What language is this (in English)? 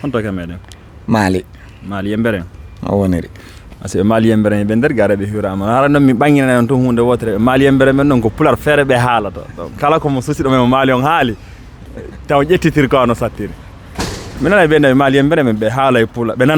Fula